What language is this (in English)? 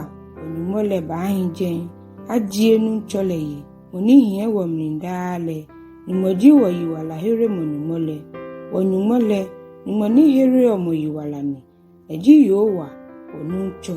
Ga